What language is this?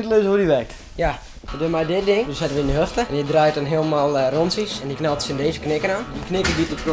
Western Frisian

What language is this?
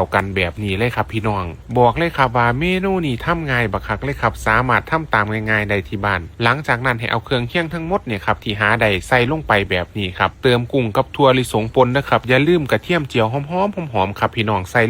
Northeastern Thai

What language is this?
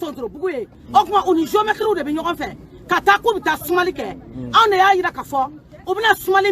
Bambara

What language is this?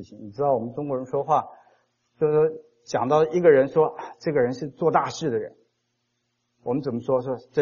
Chinese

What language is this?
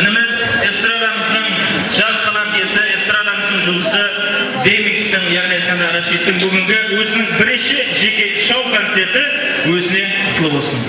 Kara-Kalpak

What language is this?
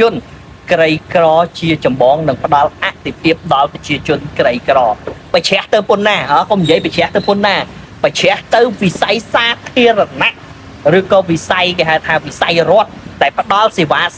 Khmer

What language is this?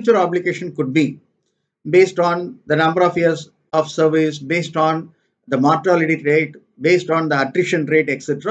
English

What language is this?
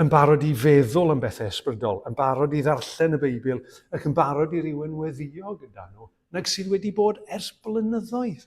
Welsh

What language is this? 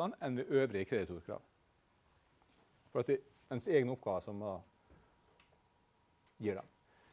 Norwegian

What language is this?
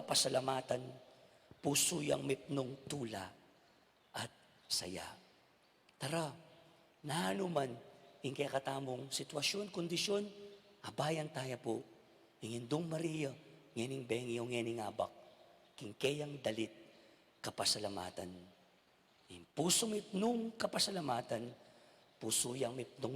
Pampanga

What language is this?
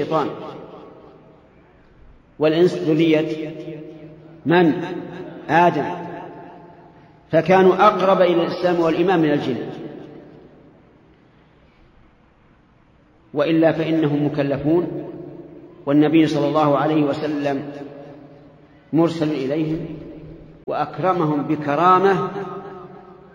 Arabic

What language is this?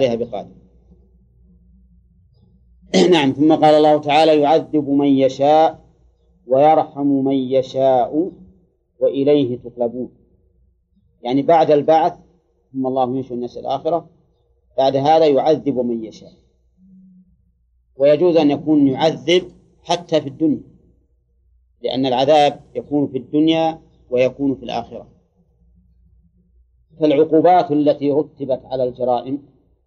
Arabic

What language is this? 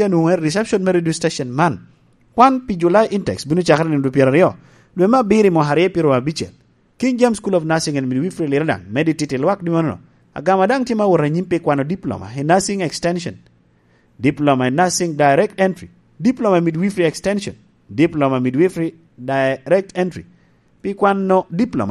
Lango (Uganda)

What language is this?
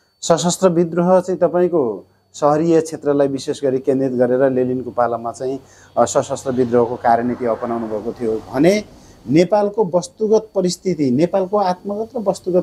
Nepali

